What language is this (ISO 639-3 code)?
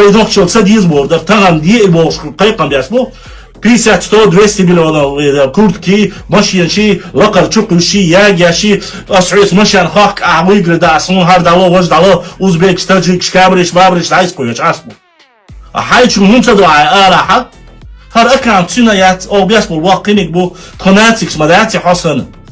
che